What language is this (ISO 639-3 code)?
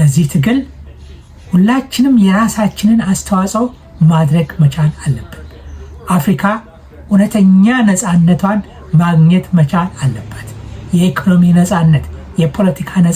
amh